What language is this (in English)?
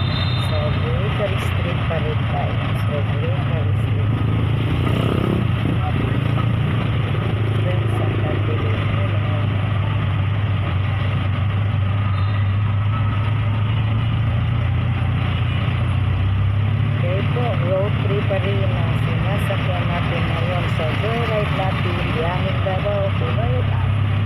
Filipino